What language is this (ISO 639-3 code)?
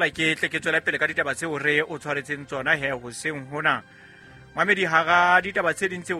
sot